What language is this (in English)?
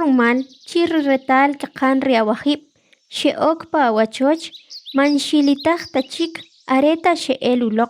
Kʼicheʼ